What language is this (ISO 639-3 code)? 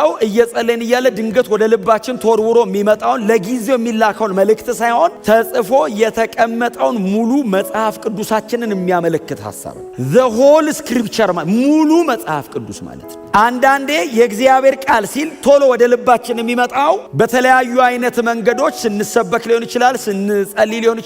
amh